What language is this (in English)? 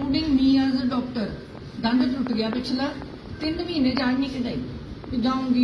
Punjabi